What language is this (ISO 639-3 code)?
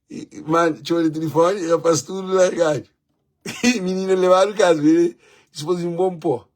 kea